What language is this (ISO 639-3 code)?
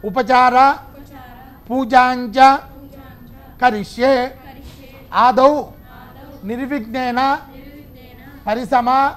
tel